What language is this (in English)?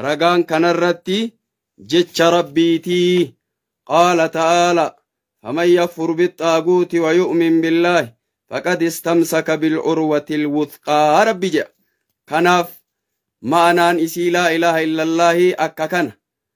Oromo